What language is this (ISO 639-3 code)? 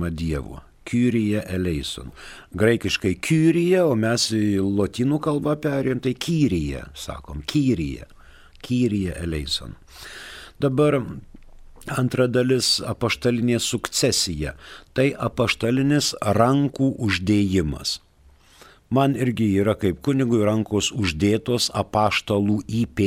lit